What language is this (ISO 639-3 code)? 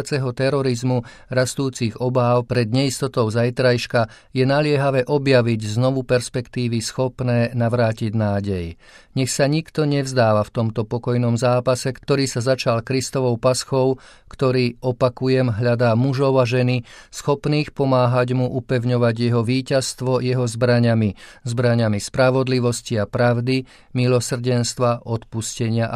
slk